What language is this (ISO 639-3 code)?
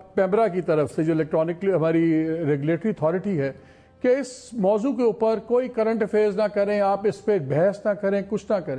urd